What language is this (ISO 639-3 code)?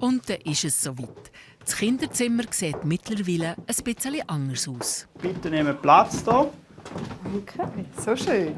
gsw